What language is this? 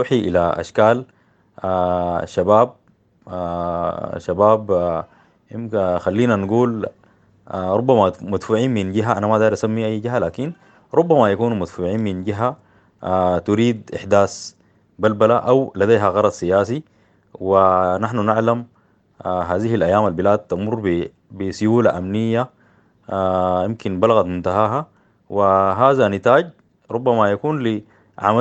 Sudanese Arabic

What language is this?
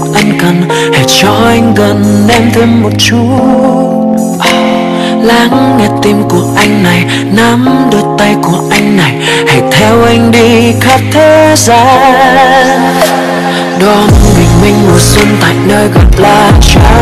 Vietnamese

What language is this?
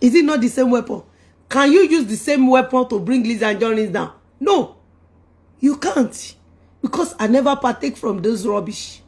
Yoruba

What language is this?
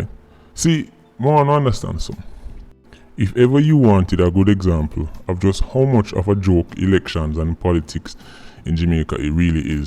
Jamaican Creole English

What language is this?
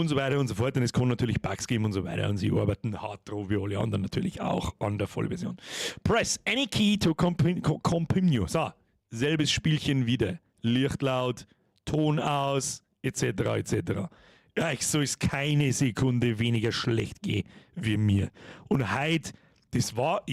Bavarian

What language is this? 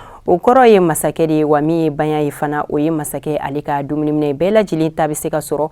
Bambara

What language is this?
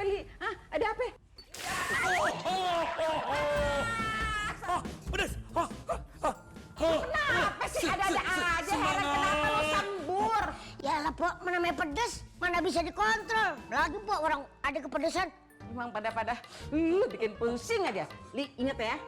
Betawi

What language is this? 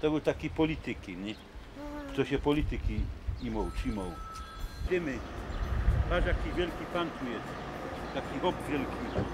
Silesian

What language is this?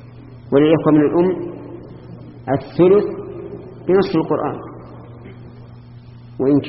Arabic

